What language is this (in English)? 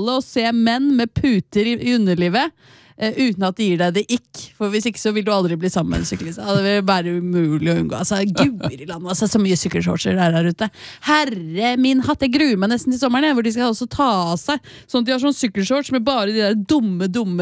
Norwegian